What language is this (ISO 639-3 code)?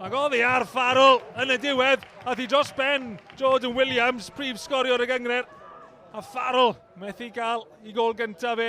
cym